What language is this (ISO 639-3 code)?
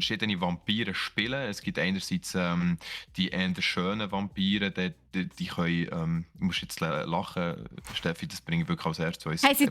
gsw